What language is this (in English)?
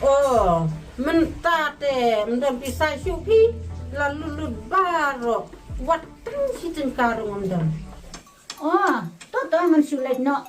Khasi